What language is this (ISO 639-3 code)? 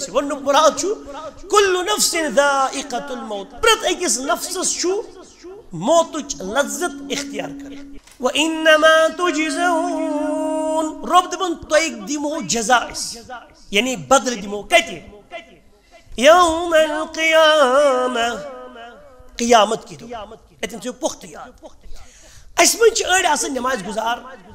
kas